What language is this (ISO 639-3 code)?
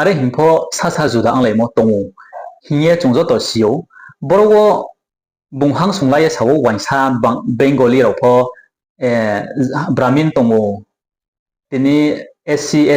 ria